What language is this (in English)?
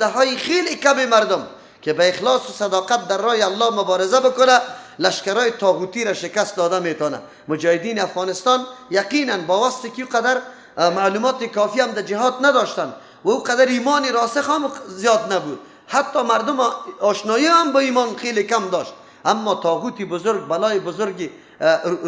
Persian